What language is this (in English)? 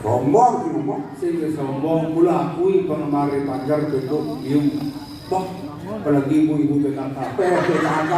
Balinese